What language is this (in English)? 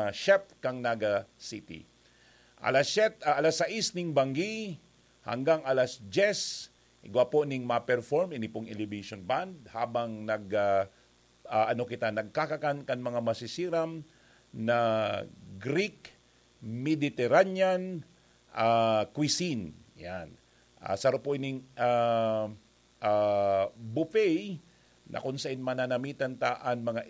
Bikol